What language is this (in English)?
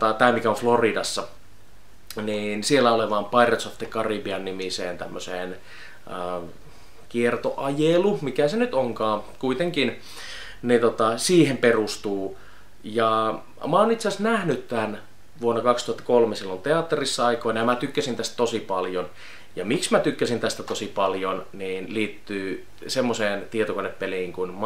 Finnish